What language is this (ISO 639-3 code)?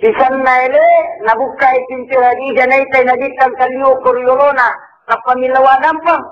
bug